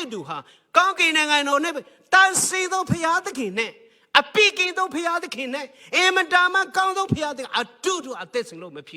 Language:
Hakha Chin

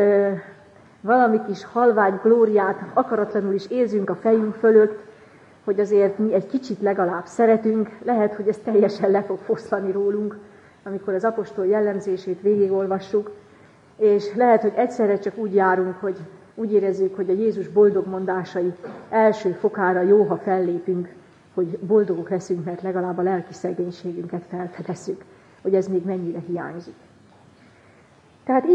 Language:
Hungarian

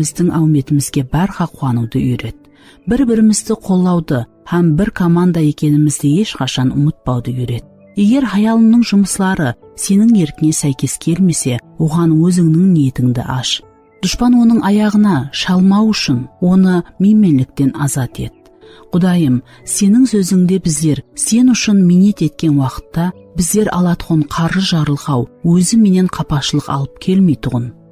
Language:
Kara-Kalpak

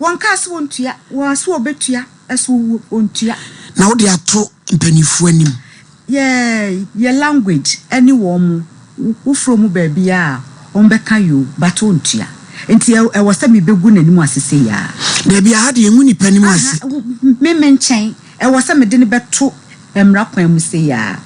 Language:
Akan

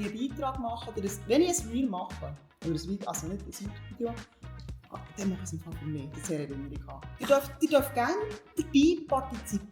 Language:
Swiss German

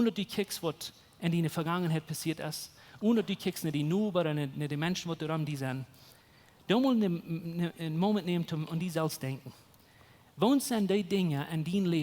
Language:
Plautdietsch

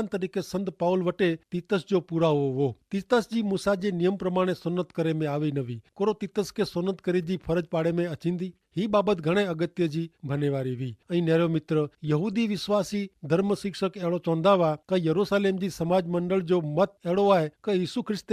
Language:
Kachhi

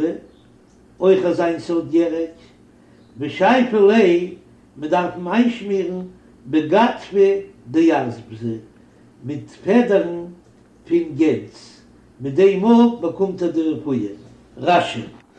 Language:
Yiddish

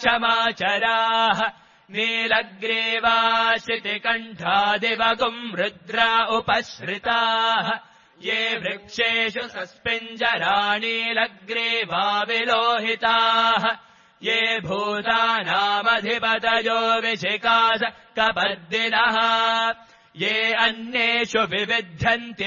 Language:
Sanskrit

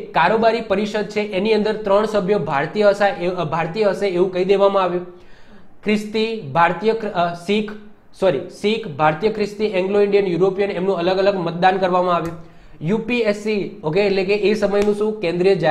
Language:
Gujarati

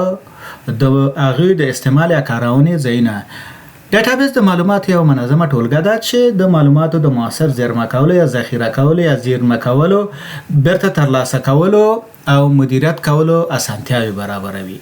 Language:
Pashto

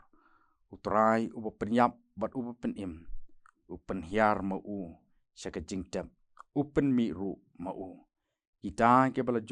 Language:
Khasi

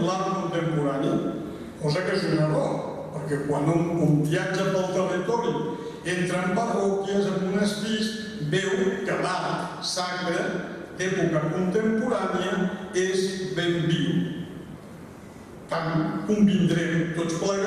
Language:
Catalan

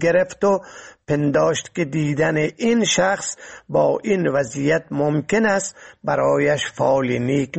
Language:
Persian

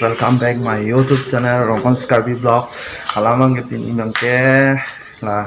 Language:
Karbi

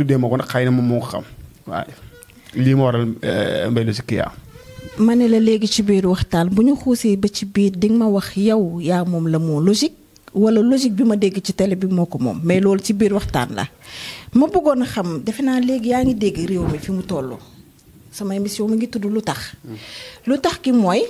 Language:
Wolof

